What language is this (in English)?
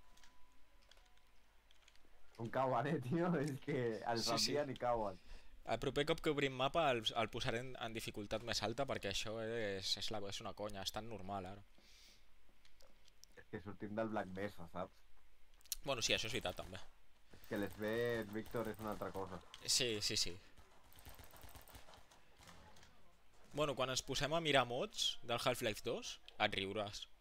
Catalan